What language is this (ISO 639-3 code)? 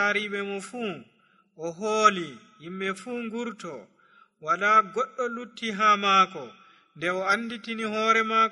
fuv